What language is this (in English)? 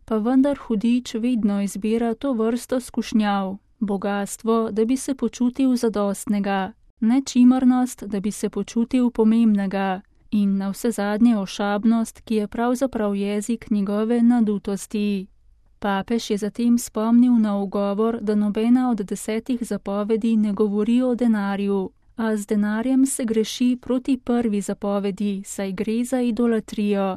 Slovenian